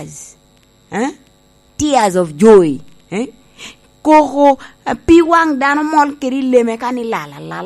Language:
Lango (Uganda)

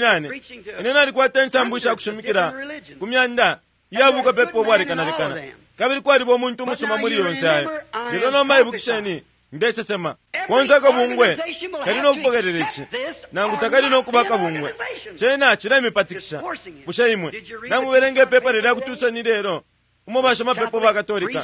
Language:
Bemba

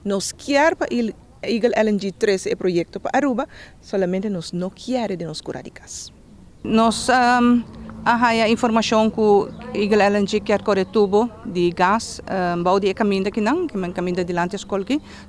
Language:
Papiamento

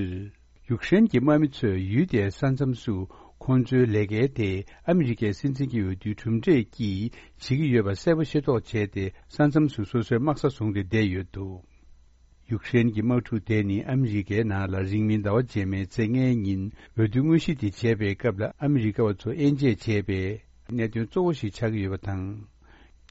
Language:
Tibetan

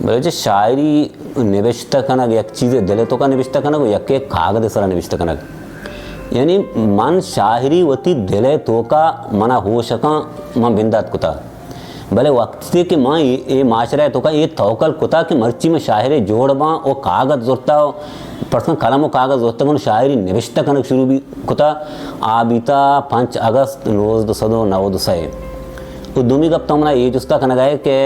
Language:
Baluchi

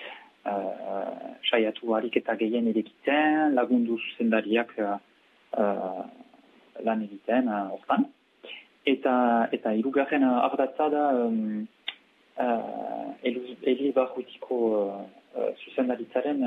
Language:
Basque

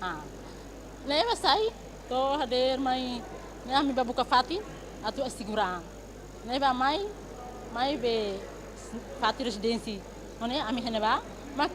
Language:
Tetum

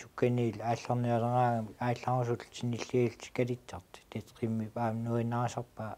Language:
Kalaallisut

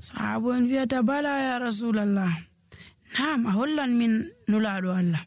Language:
Nigerian Fulfulde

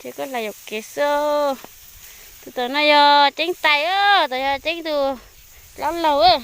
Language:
Hmong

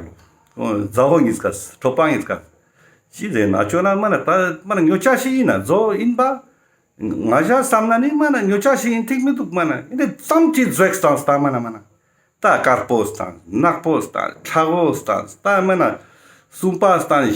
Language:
Ladakhi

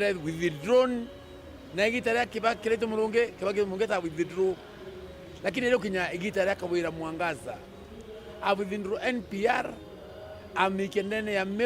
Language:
Meru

